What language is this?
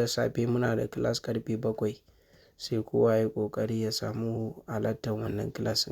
Hausa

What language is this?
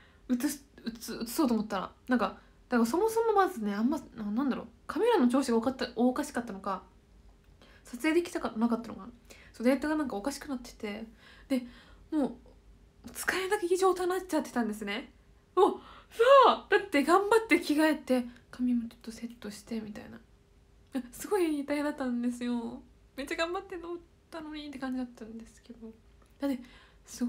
Japanese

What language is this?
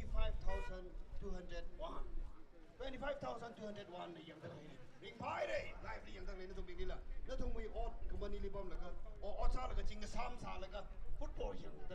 Tangkhul Naga (India)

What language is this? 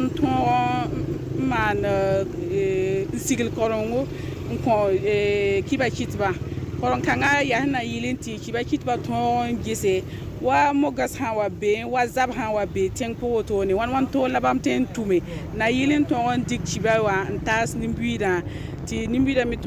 Mossi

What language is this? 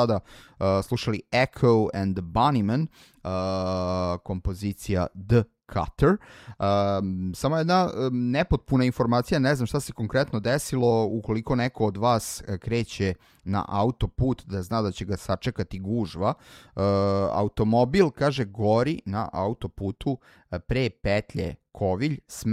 Serbian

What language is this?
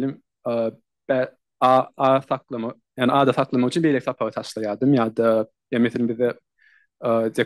Turkmen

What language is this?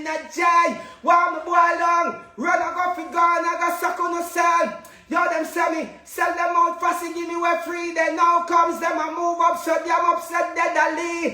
Jamaican Creole English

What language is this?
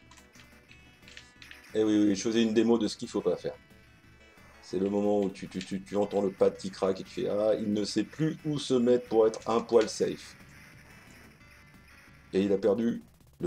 French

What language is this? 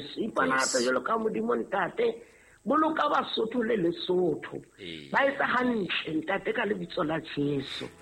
Southern Sotho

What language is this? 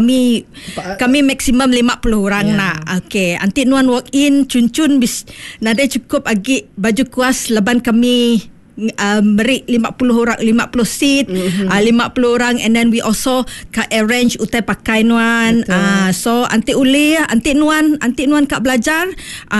Iban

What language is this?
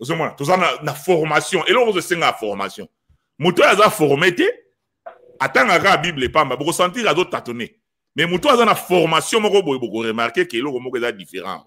Lingala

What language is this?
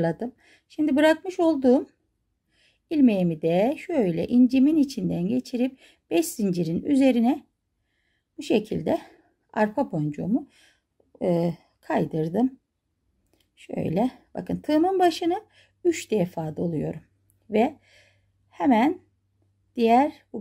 Turkish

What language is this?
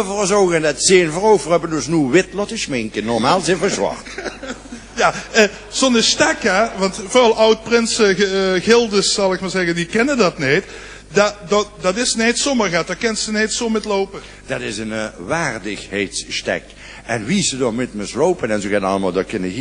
Limburgish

